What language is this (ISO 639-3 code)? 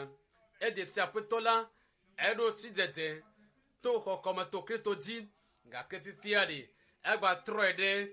ewe